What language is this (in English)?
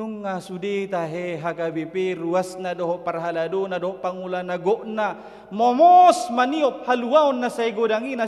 Batak Toba